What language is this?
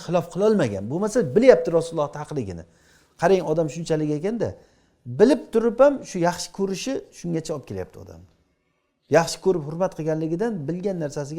Uzbek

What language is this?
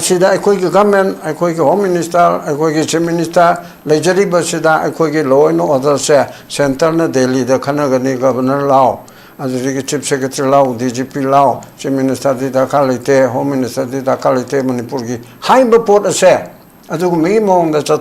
Manipuri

